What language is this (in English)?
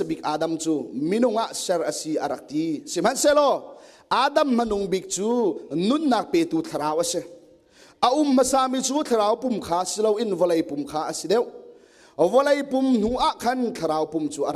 Hakha Chin